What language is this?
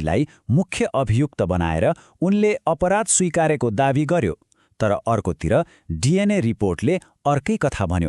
Nepali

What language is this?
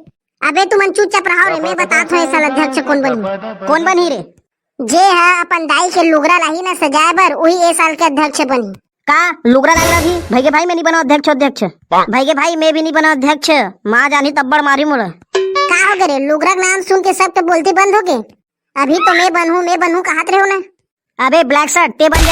Chhattisgarhi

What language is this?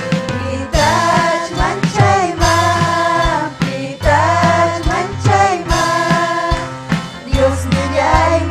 Ayacucho Quechua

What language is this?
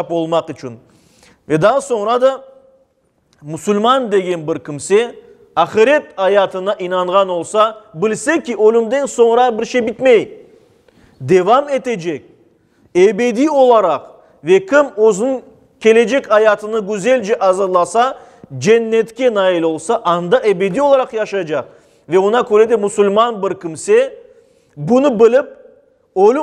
Crimean Tatar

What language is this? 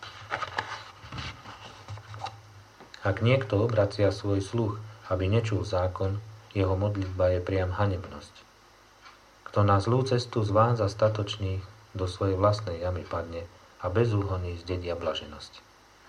Slovak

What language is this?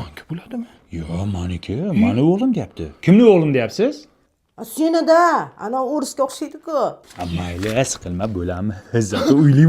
Uzbek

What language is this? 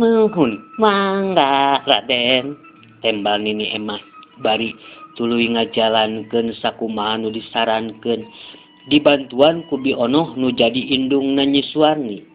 Sundanese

